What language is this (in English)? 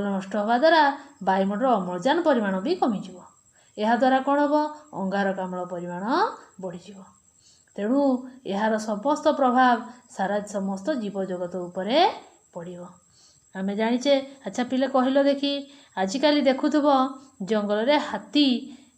Odia